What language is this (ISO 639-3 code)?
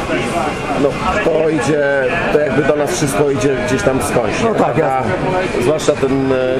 pol